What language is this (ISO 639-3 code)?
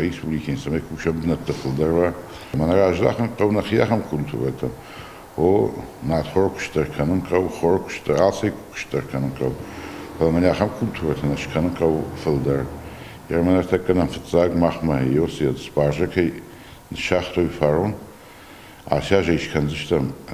oss